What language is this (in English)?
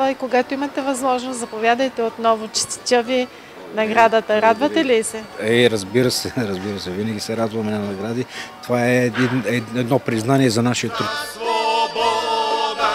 Bulgarian